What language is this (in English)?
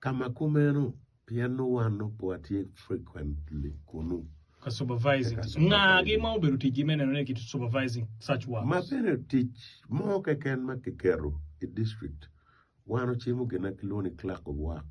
Acoli